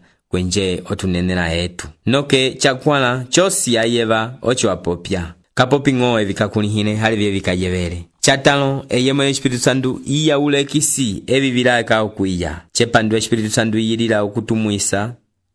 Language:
Umbundu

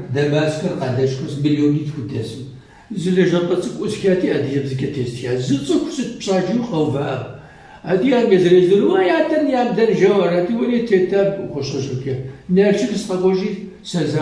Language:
Kabardian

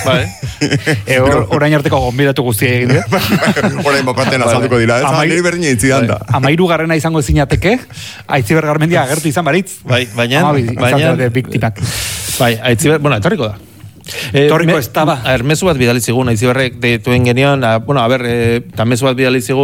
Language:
Basque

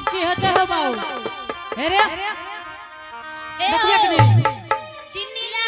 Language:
Angika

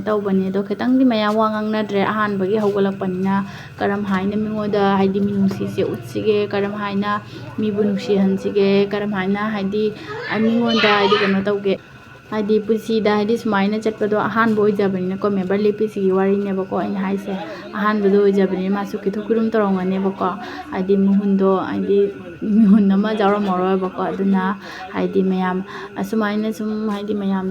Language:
Manipuri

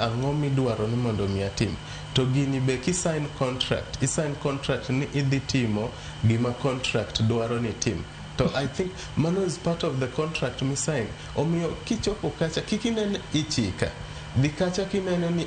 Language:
Luo (Kenya and Tanzania)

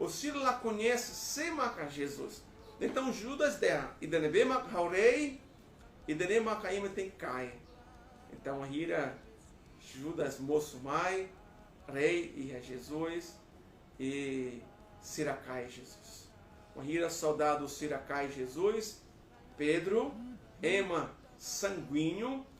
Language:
Tetum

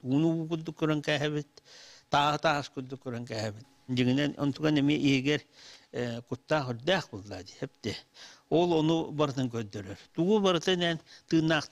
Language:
Yakut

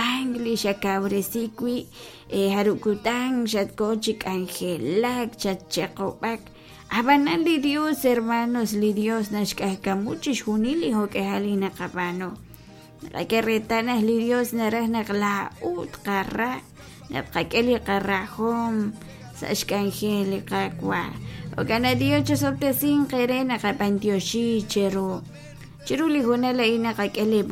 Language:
Kekchí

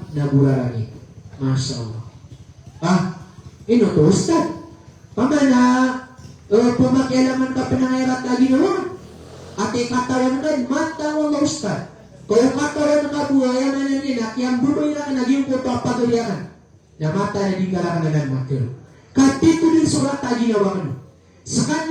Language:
Maranao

